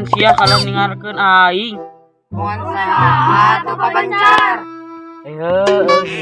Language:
Sundanese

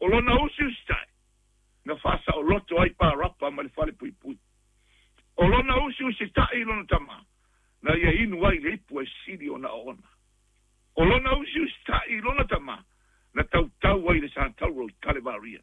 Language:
Samoan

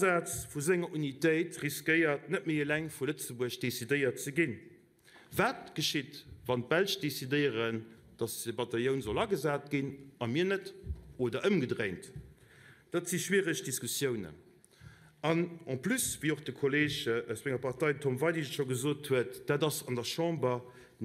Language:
Luxembourgish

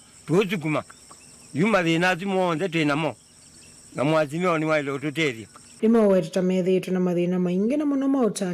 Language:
Kamba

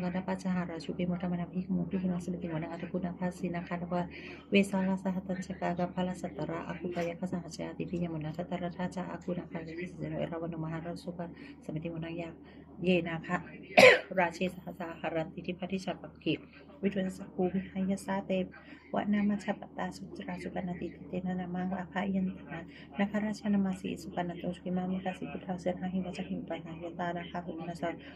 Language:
Pali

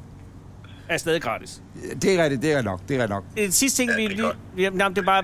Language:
Danish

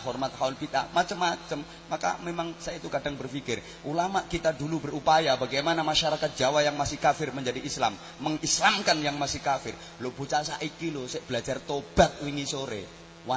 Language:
Javanese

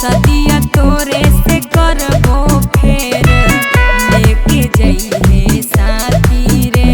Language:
Magahi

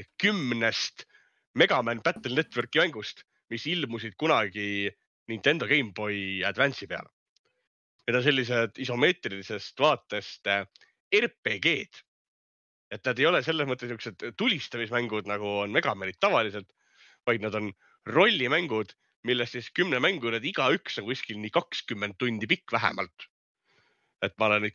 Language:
Estonian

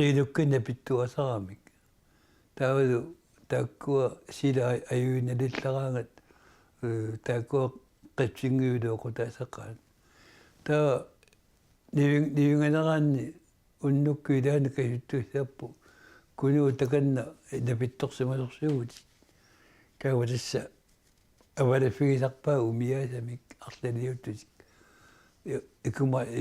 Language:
Kalaallisut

